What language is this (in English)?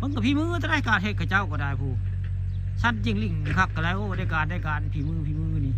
Northeastern Thai